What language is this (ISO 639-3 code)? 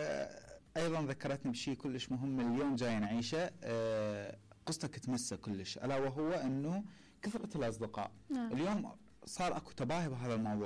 acm